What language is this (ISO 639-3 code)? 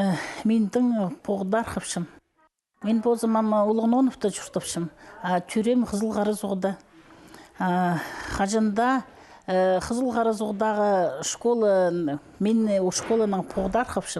kjh